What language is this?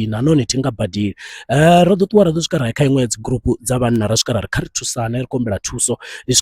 Venda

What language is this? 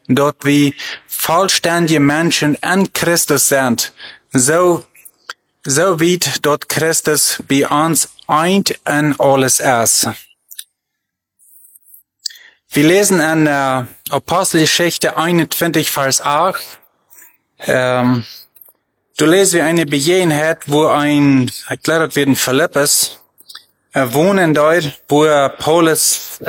German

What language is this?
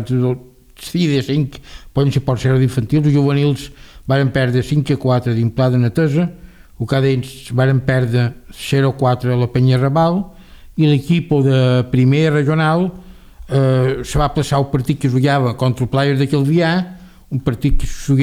Catalan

